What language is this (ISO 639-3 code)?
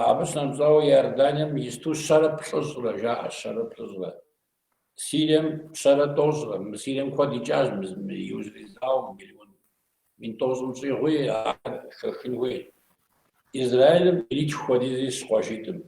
kbd